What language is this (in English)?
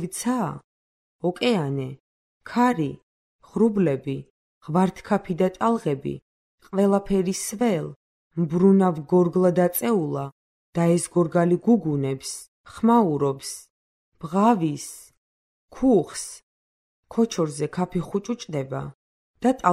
Georgian